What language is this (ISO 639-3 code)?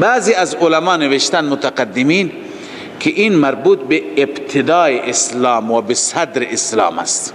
fas